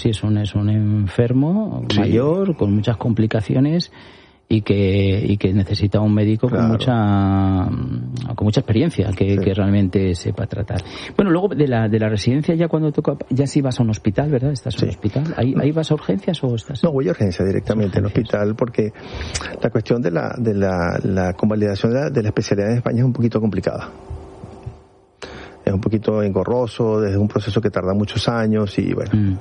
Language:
Spanish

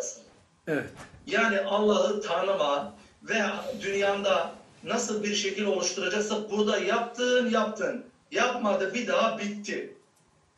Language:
Turkish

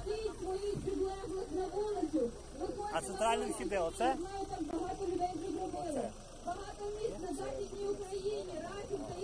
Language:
Ukrainian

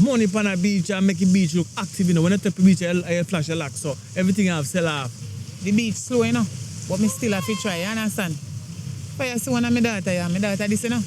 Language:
Jamaican Creole English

